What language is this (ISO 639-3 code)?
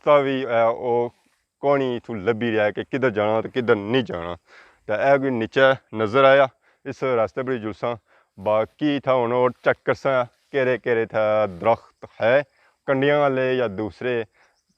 phr